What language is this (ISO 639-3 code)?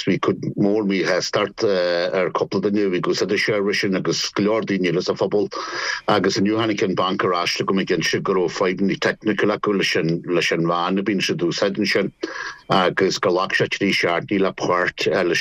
gle